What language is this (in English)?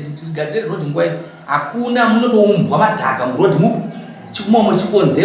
Shona